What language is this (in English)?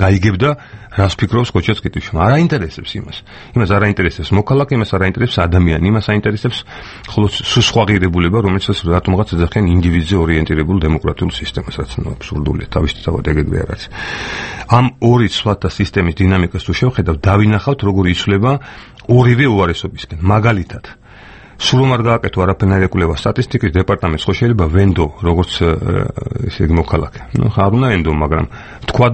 Georgian